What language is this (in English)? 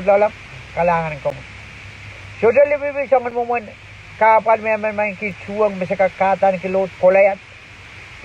Pohnpeian